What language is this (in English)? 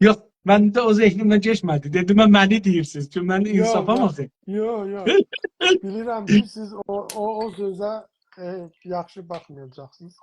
South Azerbaijani